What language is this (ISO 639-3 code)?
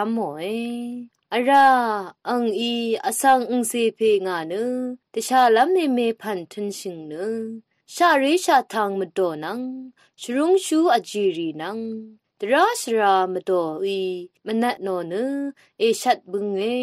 raw